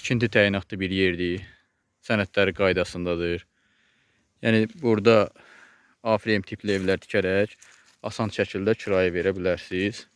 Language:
Azerbaijani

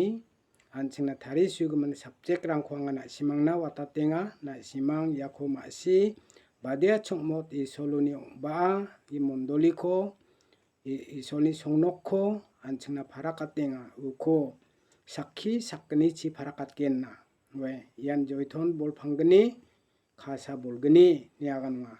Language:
Garo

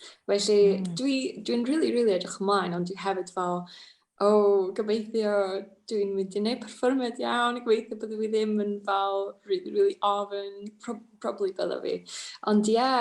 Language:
Welsh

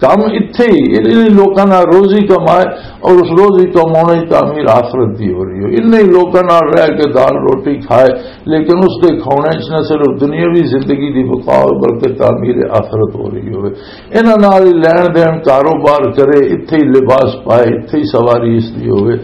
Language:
Western Panjabi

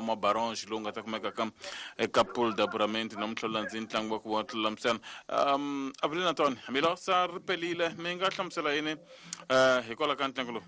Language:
Tsonga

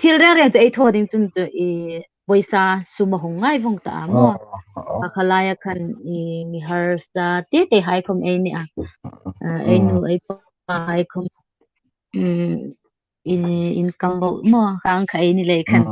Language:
Hmar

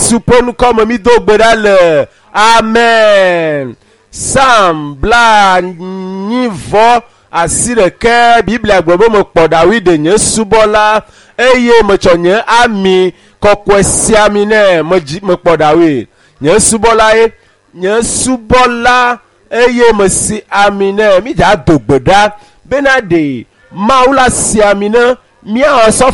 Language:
Ewe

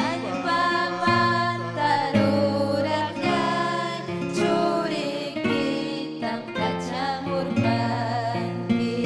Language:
Ayacucho Quechua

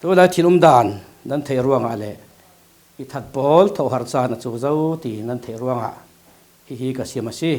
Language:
Falam Chin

